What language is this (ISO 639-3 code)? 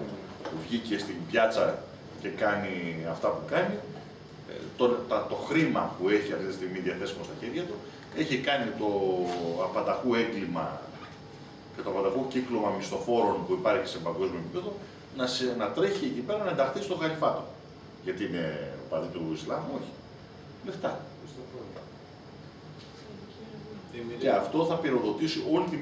ell